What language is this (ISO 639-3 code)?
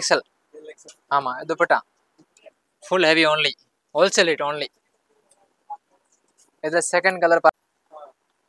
tam